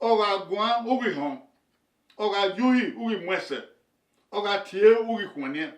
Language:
Bini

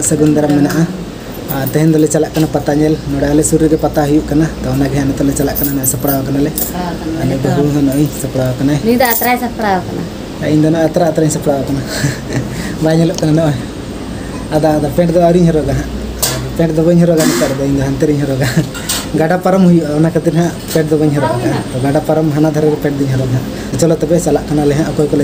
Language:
Santali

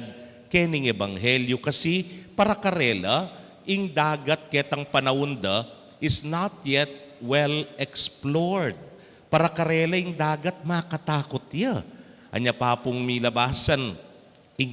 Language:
Pampanga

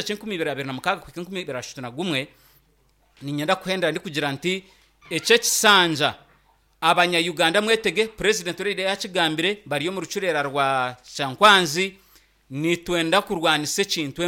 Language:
Nyankole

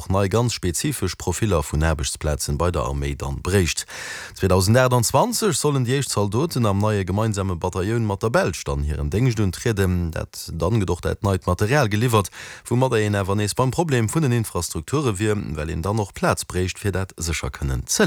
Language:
Luxembourgish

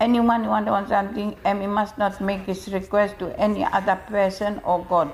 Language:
Bislama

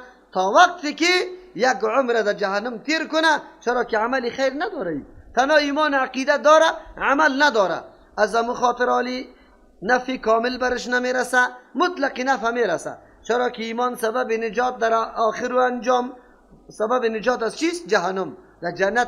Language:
Persian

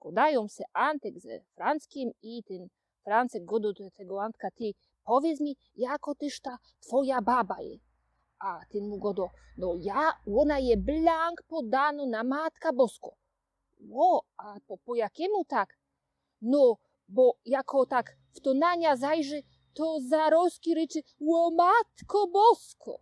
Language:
Silesian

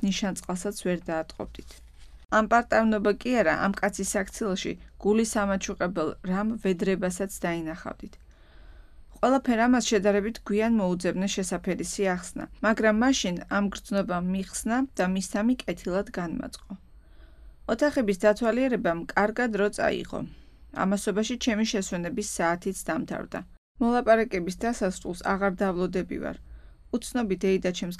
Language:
Georgian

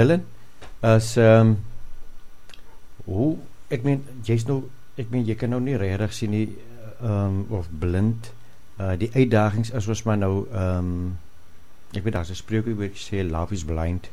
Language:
Afrikaans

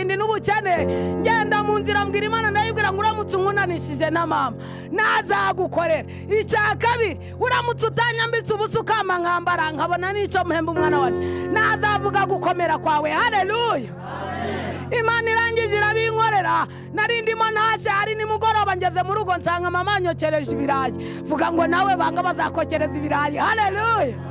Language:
Kinyarwanda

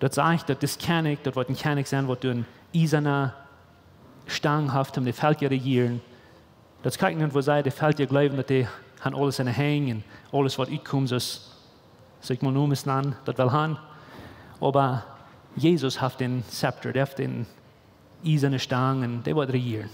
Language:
Plautdietsch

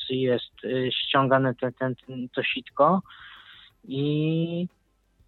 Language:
Polish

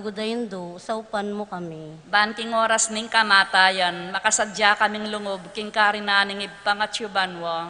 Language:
Pampanga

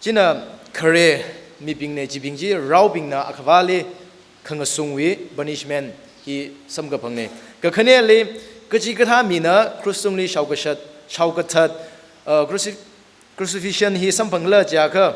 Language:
Tangkhul Naga (India)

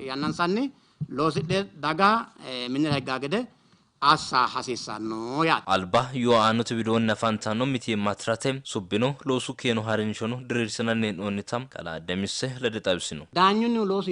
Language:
Sidamo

